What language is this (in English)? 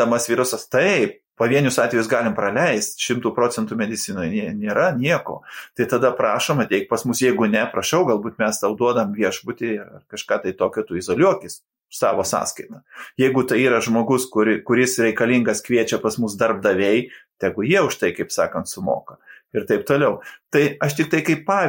Lithuanian